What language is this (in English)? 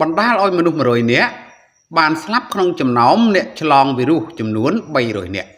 Khmer